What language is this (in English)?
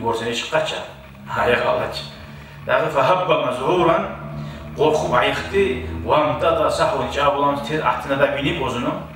Kumyk